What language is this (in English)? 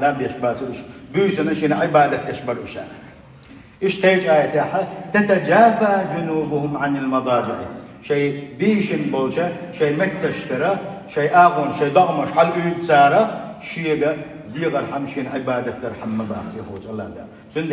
Chechen